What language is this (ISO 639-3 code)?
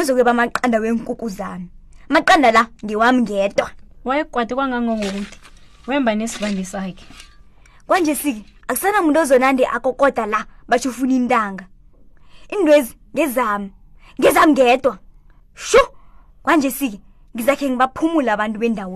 nbl